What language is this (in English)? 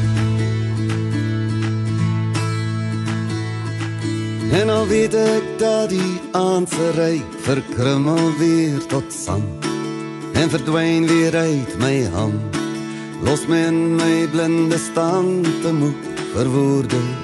Afrikaans